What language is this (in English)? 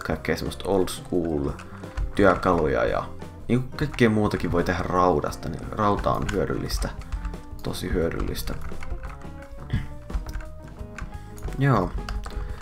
Finnish